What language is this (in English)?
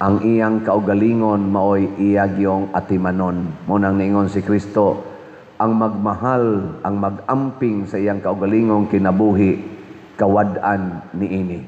Cebuano